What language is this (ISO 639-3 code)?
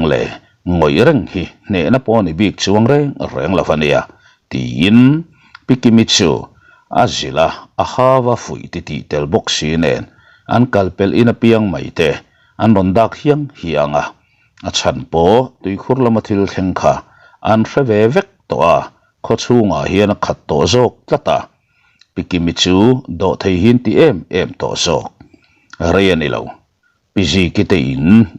lus